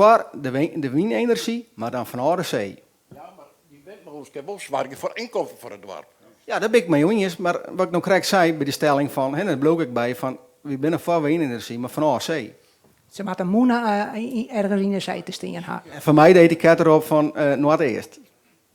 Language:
Western Frisian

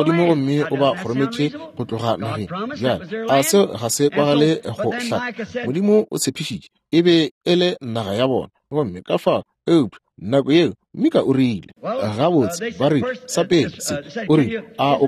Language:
Northern Sotho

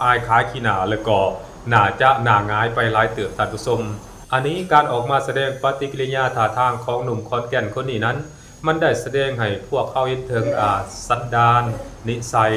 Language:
Lao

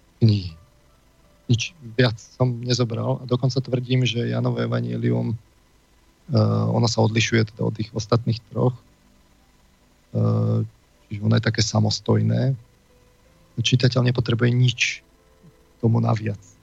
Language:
Slovak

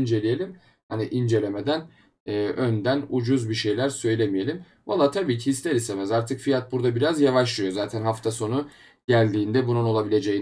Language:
Turkish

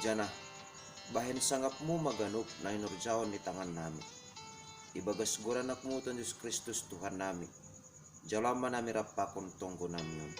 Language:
Batak Simalungun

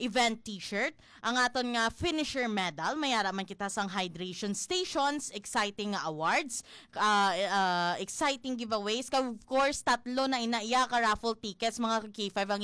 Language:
Hiligaynon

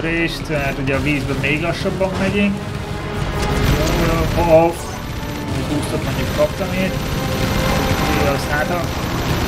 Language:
Hungarian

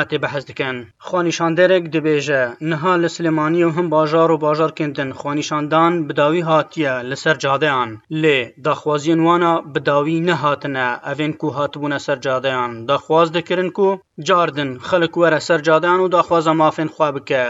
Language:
Kurdish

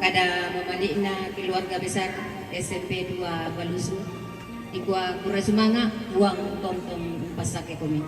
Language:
Toraja-Sa'dan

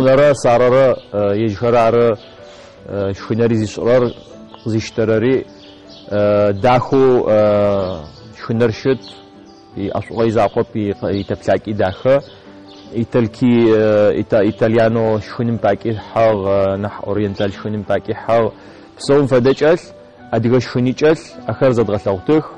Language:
Adyghe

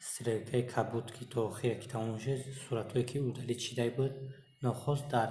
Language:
Tajik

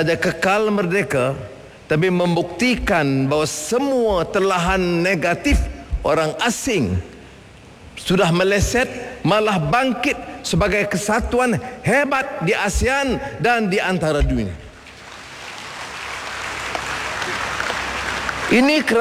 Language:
Malay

